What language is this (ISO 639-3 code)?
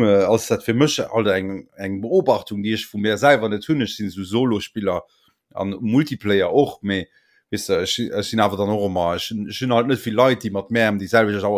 ltz